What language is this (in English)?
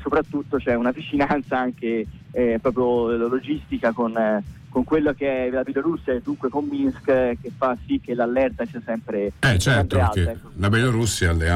Italian